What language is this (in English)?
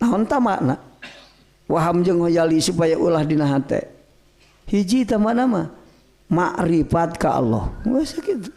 Sundanese